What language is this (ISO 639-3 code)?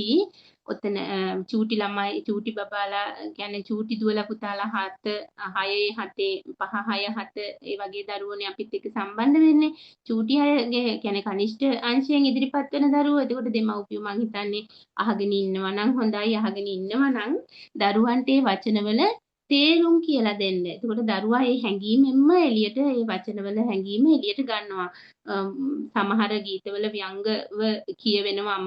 sin